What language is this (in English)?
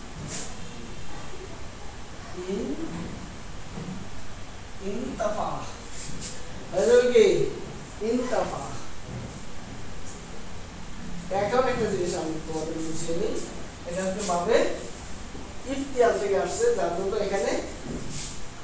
Bangla